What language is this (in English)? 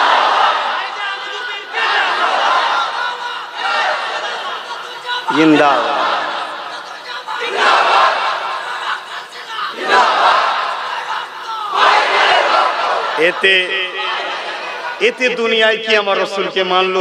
Bangla